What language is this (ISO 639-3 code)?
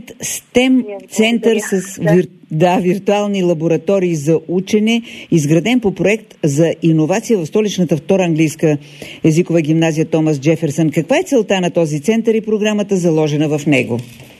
bul